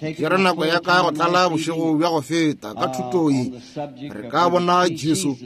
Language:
Northern Sotho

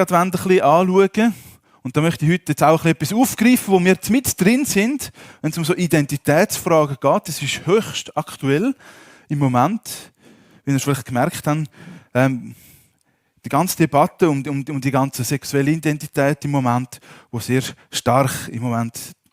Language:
Swiss German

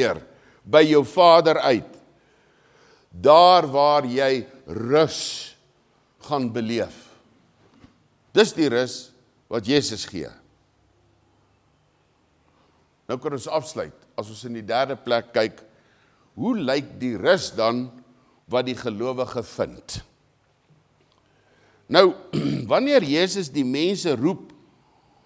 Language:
Afrikaans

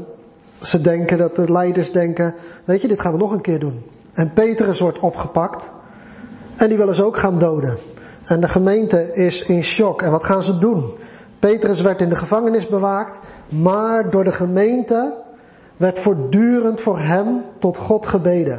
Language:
Dutch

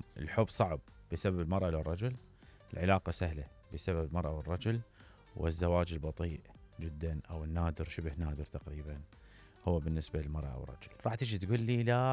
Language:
Mesopotamian Arabic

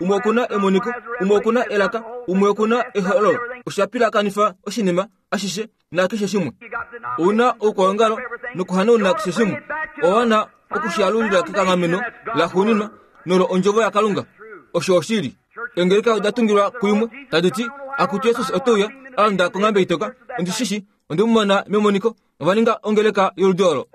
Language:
Kuanyama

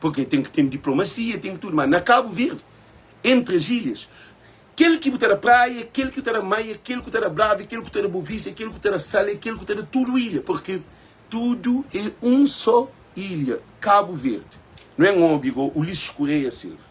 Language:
Kabuverdianu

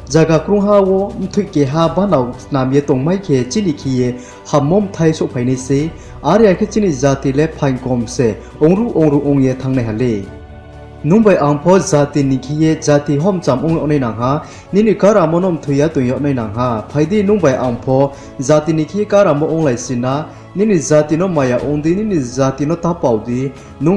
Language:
Riang (India)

